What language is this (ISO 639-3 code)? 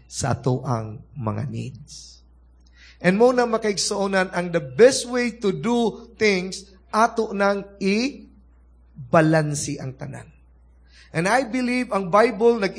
ceb